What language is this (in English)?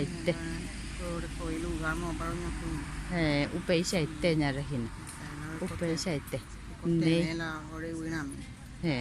Guarani